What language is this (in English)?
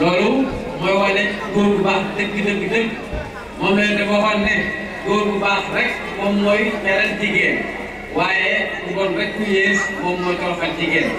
Wolof